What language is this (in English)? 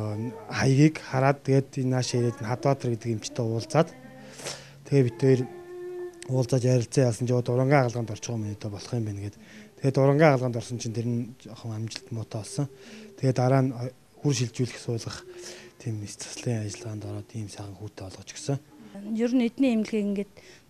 Mongolian